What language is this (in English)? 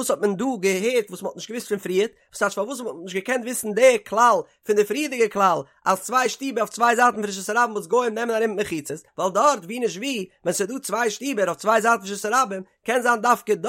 Yiddish